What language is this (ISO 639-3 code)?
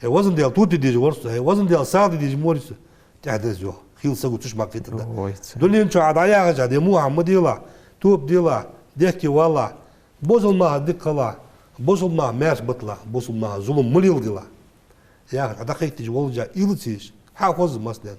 inh